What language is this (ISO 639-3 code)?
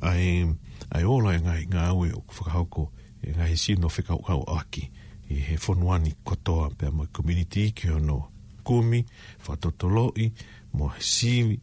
ton